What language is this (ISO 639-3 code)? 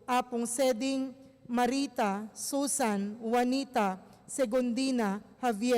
pam